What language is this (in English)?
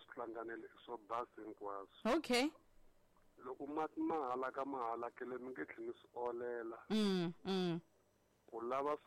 Tsonga